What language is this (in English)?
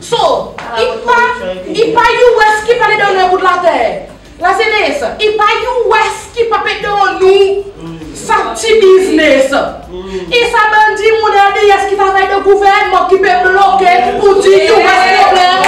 Seselwa Creole French